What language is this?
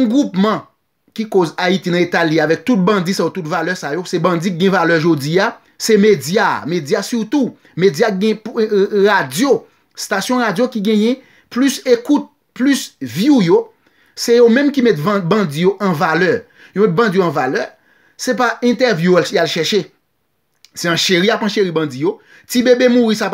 Haitian Creole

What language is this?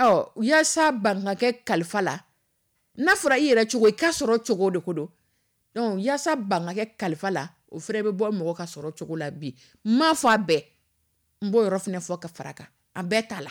Dyula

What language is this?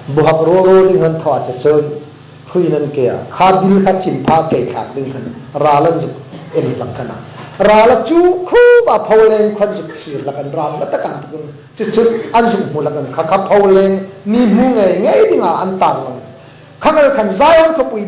Hmar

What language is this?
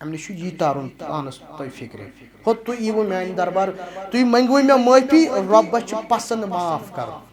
Kashmiri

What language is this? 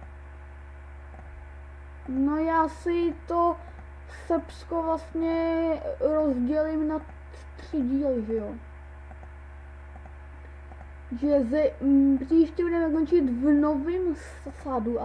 Czech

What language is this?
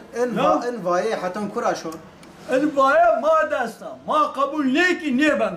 Zaza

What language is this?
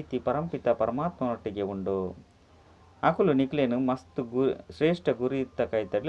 Tulu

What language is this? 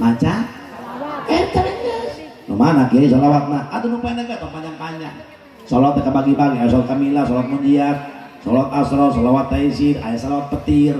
Sundanese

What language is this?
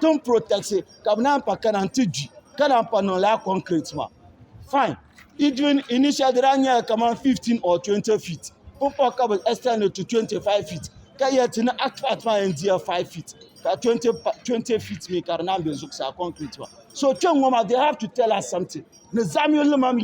Dagbani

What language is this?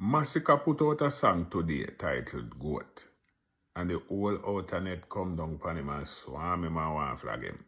Jamaican Creole English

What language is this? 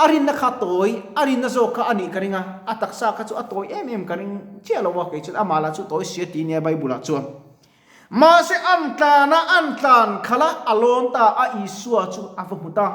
Mizo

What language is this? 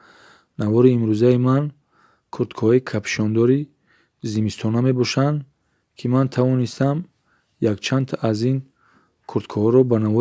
Tajik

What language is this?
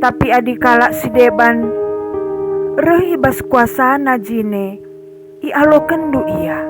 Batak Karo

